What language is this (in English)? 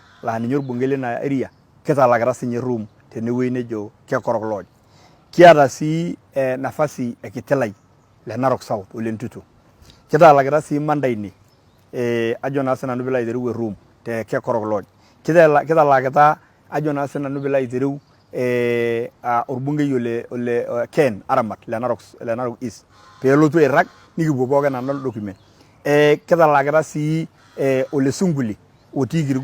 Masai